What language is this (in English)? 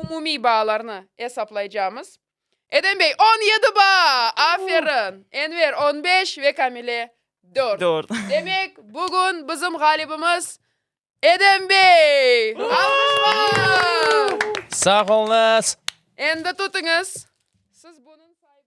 Crimean Tatar